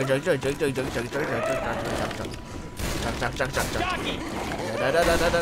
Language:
English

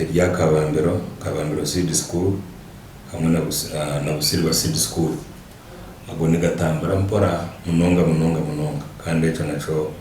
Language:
Nyankole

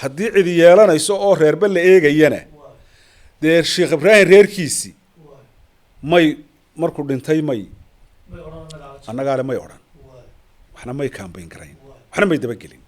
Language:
Somali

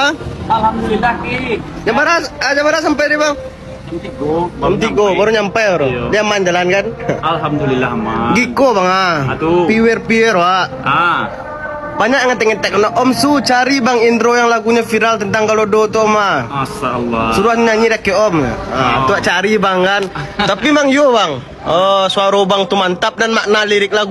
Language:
Minangkabau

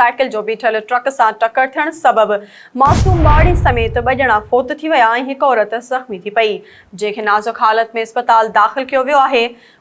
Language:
Sindhi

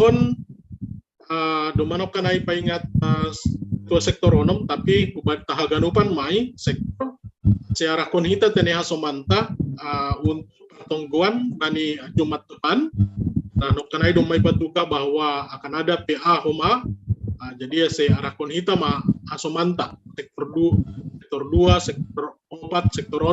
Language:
Batak Simalungun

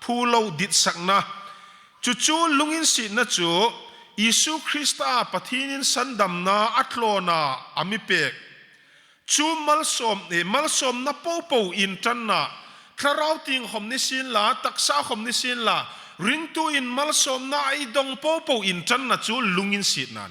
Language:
Hmar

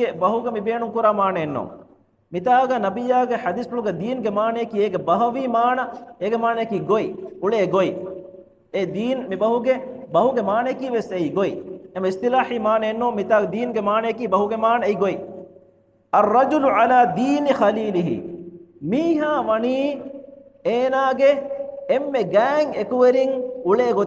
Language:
Divehi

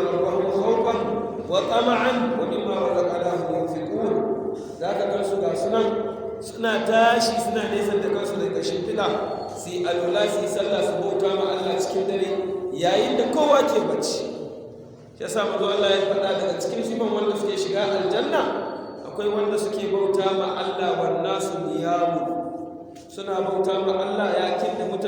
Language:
Hausa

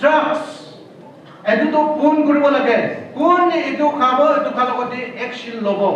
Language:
Naga Pidgin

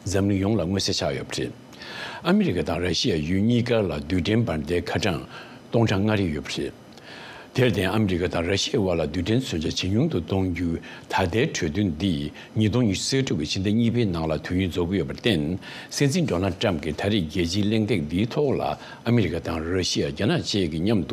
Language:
Tibetan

